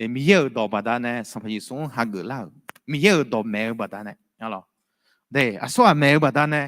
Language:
Akha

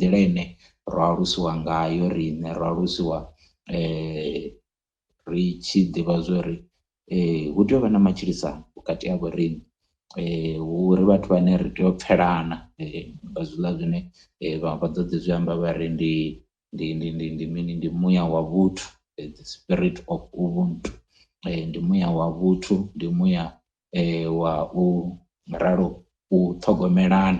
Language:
Venda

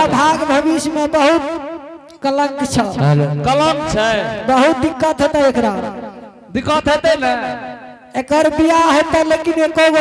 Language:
Angika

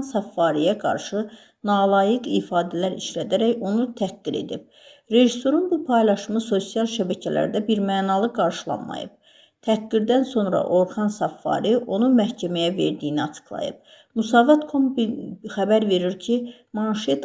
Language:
Azerbaijani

